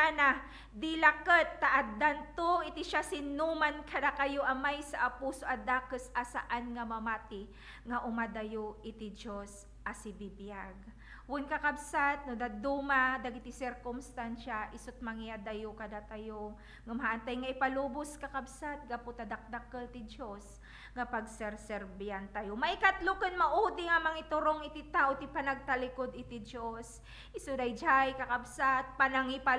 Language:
Iloko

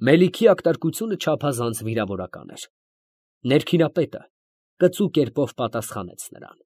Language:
Armenian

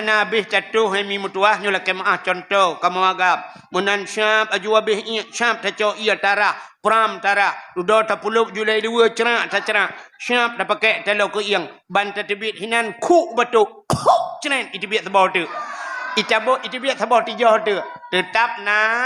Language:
Achinese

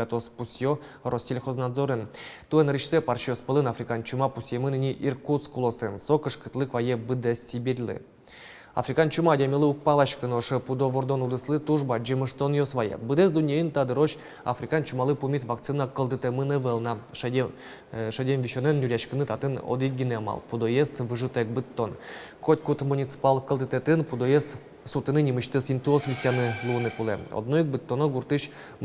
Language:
Udmurt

